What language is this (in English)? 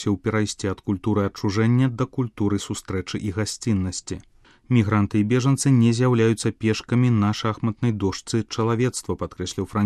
Belarusian